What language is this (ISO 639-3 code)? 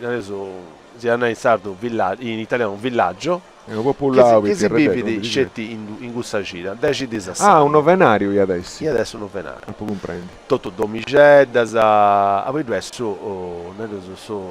srd